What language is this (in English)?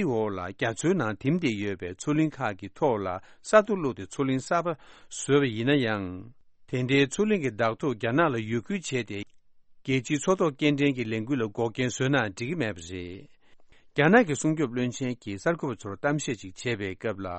Tibetan